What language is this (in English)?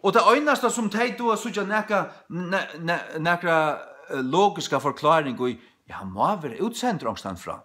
Faroese